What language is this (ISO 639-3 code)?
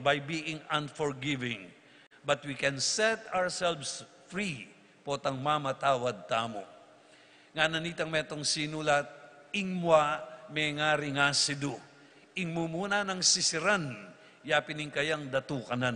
pam